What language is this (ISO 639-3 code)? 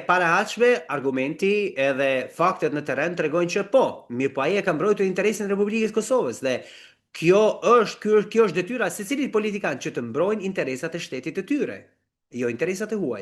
sqi